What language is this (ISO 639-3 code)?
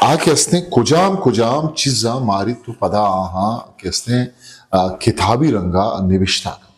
bgp